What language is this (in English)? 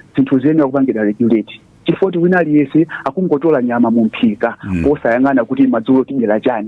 Nyanja